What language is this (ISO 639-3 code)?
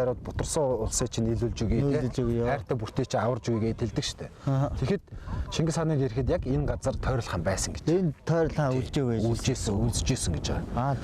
mon